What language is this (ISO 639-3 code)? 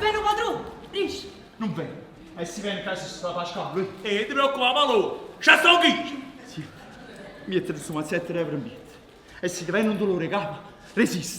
nap